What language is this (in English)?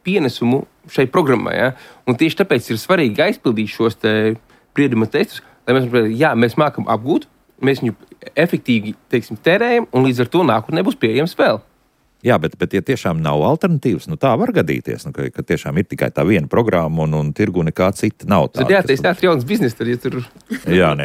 Latvian